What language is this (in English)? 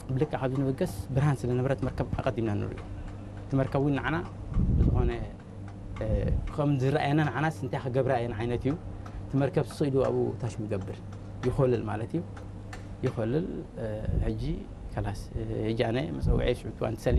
Tigrinya